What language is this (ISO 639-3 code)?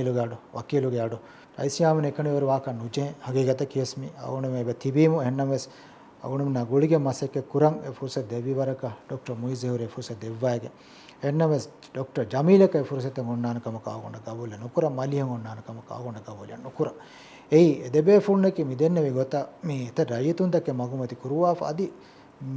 div